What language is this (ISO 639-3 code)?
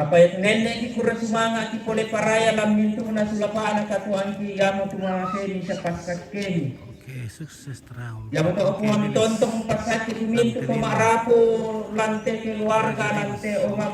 sda